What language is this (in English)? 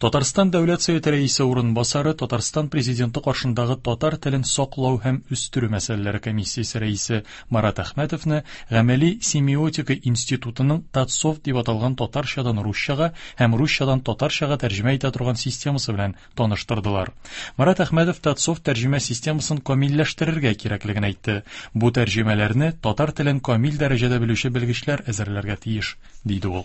Tatar